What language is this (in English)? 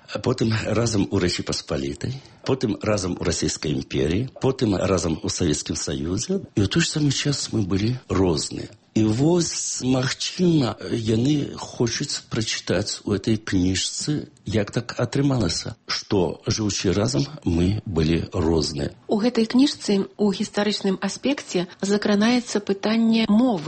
Belarusian